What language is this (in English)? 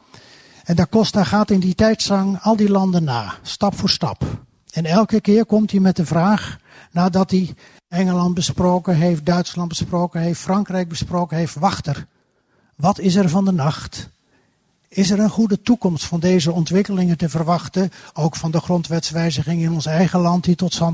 Dutch